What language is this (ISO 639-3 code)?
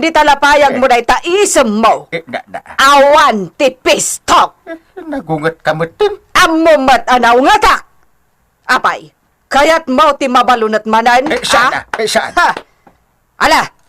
ilo